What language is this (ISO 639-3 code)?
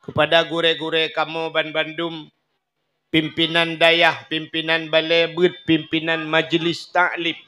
ace